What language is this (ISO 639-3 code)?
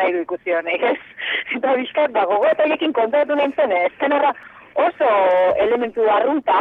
eus